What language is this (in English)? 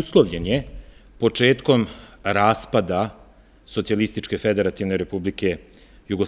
Serbian